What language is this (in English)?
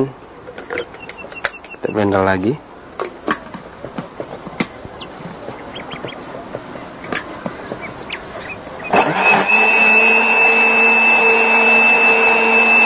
Indonesian